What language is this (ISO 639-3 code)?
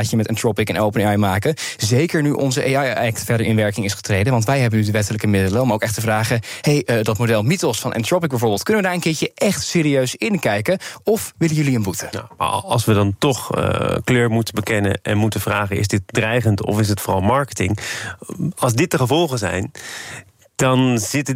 nld